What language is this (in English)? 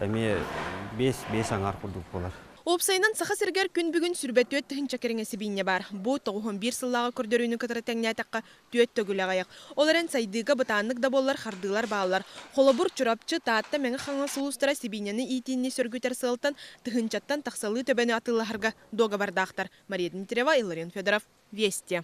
Yakut